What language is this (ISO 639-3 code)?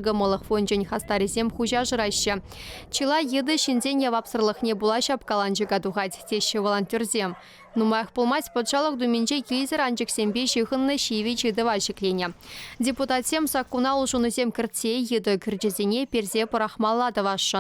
chv